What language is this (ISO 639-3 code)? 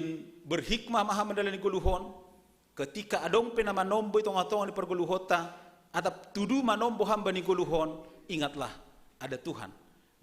bts